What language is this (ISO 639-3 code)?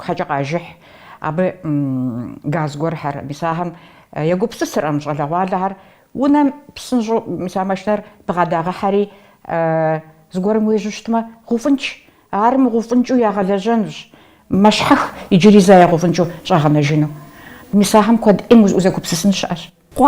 kbd